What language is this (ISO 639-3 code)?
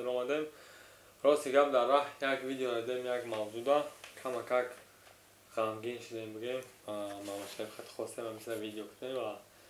tgk